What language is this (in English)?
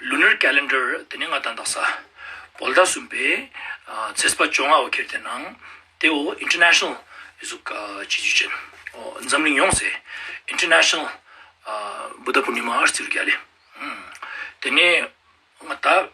Ladakhi